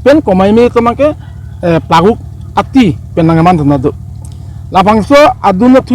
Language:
Karbi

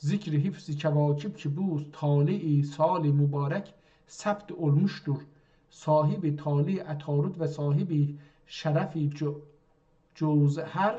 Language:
South Azerbaijani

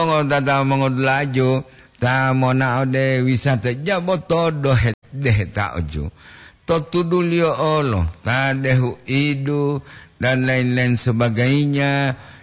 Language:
Gorontalo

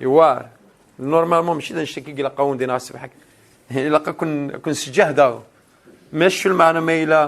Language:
Kabyle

